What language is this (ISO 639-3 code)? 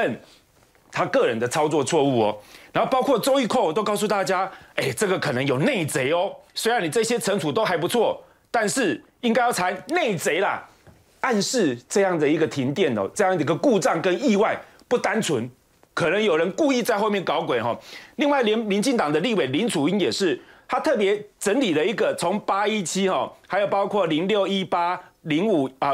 zho